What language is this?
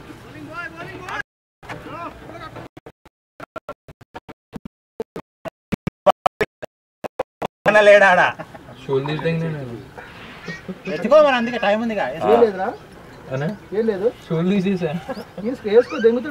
Telugu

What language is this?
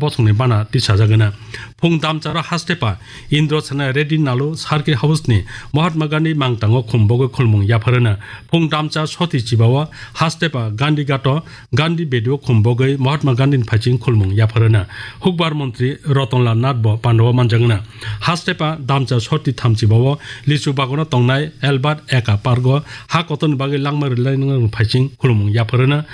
Kok Borok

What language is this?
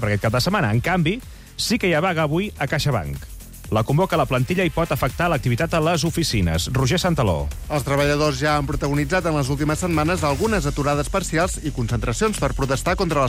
Catalan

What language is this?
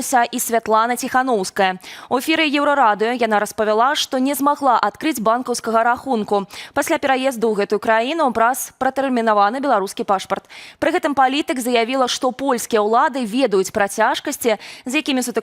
Belarusian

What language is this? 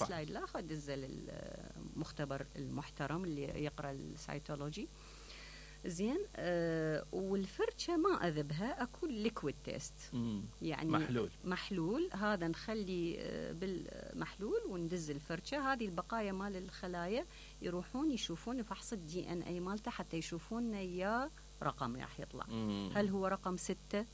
Mesopotamian Arabic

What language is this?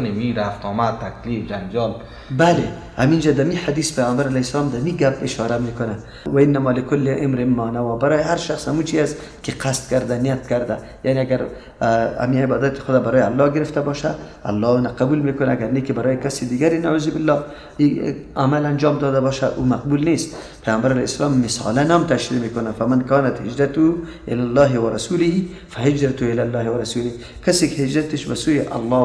Persian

